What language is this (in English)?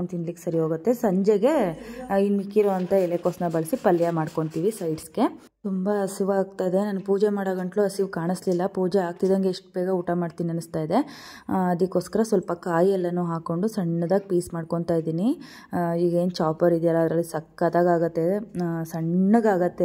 Kannada